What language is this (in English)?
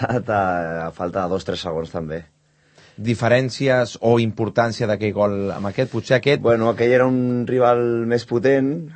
Catalan